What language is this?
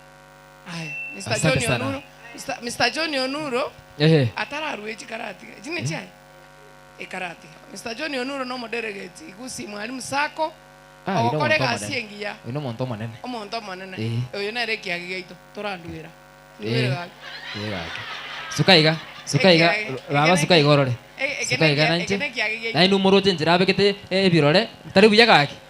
Gusii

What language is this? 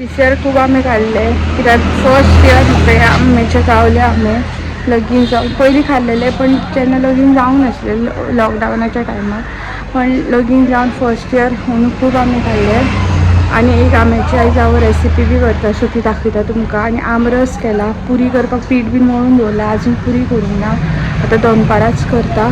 Konkani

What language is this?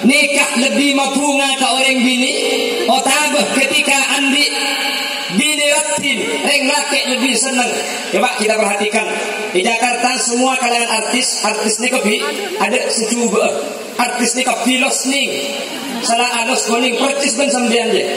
Madurese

